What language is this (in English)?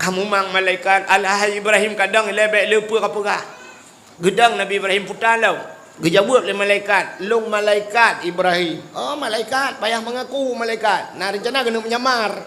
Achinese